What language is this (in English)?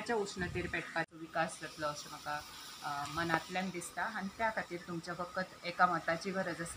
Konkani